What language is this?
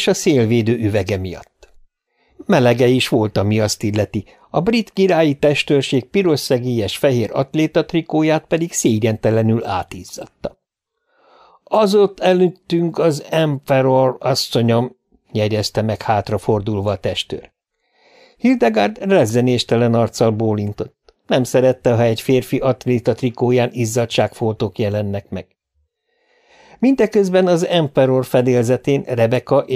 Hungarian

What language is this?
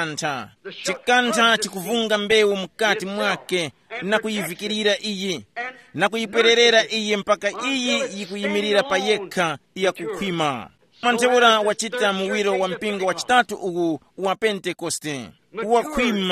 Tumbuka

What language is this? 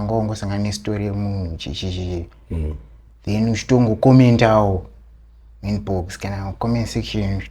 Shona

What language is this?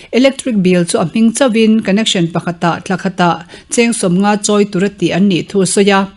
Mizo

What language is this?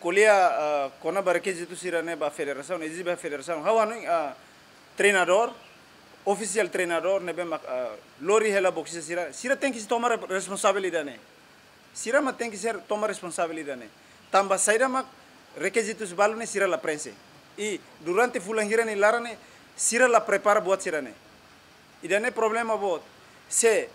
Tetum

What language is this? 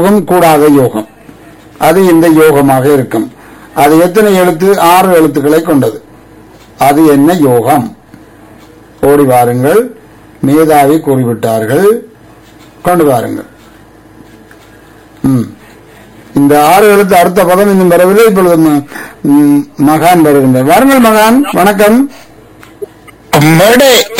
Tamil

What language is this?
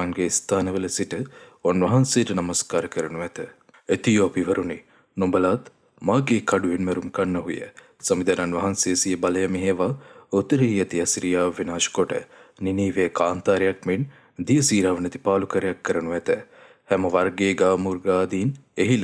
Sinhala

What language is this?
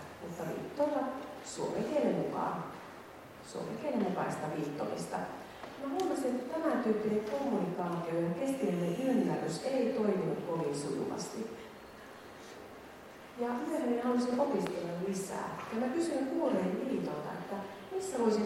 Finnish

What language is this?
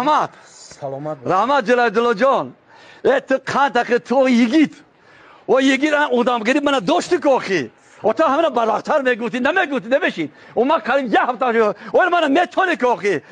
Tajik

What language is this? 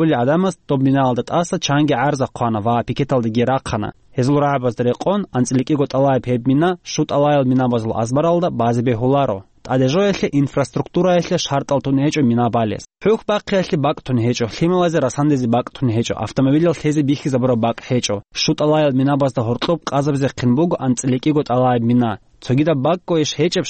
Avaric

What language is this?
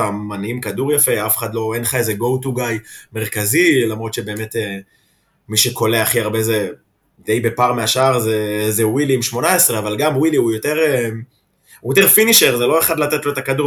Hebrew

